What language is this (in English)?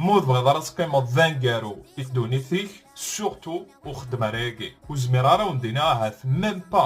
Kabyle